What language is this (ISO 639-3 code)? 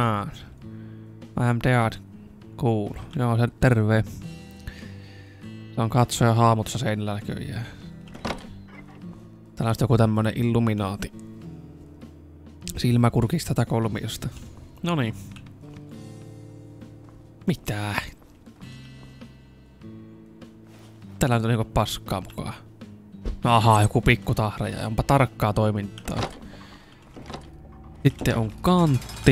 fin